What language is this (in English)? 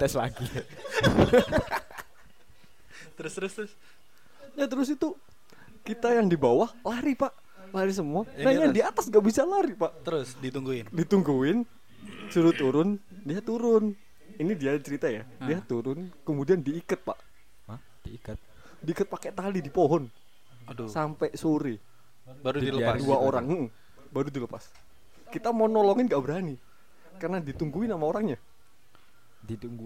Indonesian